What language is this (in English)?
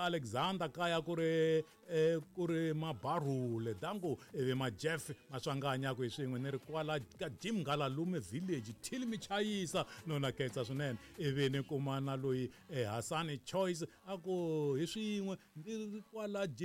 Tsonga